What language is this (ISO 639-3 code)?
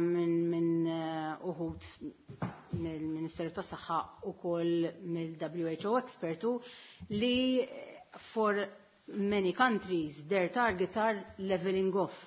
mlt